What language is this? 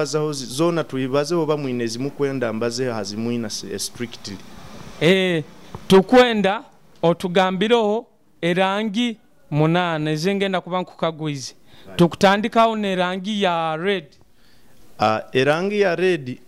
Nyoro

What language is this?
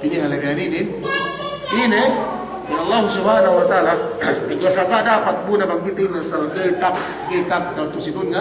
Yakan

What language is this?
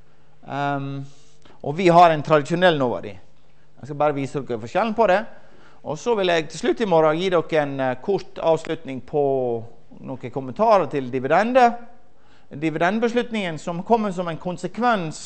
Norwegian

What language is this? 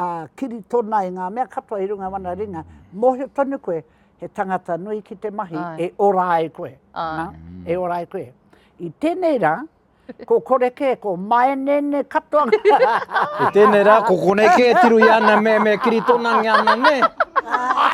Māori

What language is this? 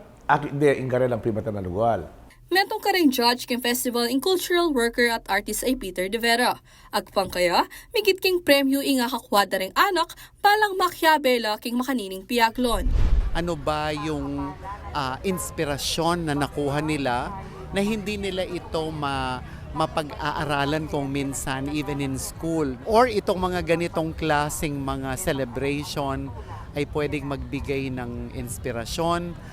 Pampanga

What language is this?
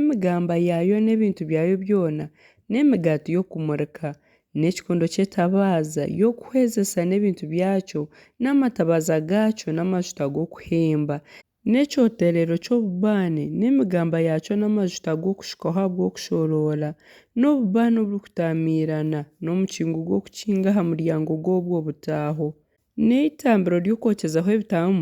Nyankole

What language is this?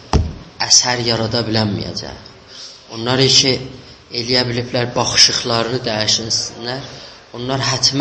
South Azerbaijani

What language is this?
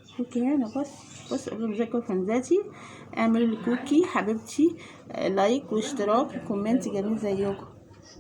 Egyptian Arabic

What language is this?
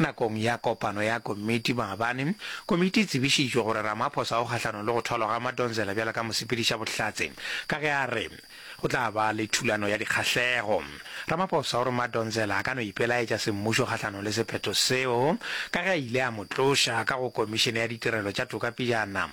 Northern Sotho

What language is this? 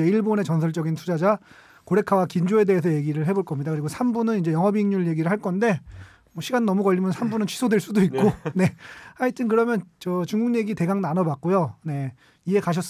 Korean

